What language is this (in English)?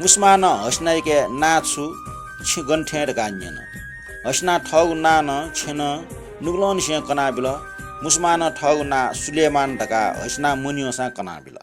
Newari